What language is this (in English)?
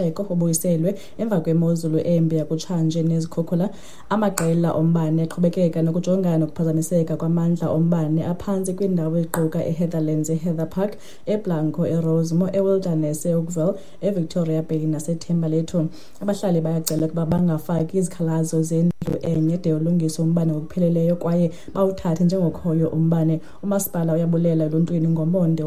Xhosa